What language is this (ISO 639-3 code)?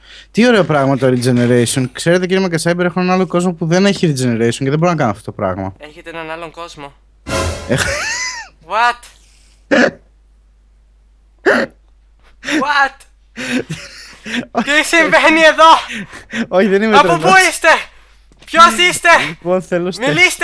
ell